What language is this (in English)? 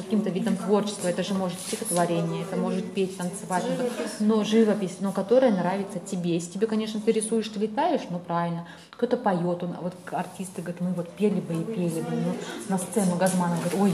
Russian